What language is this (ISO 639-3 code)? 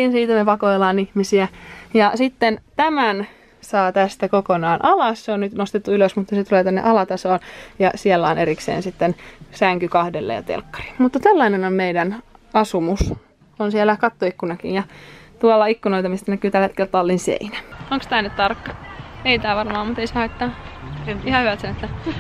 fin